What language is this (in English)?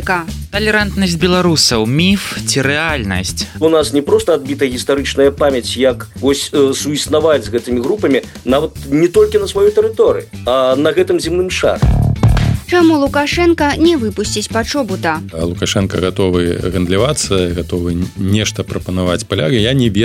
Belarusian